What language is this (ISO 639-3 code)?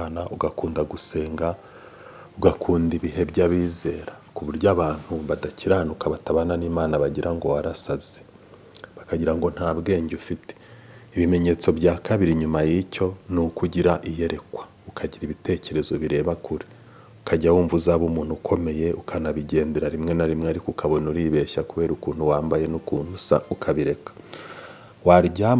kin